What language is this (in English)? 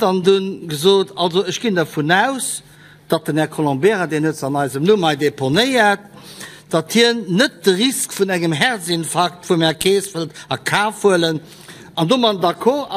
Luxembourgish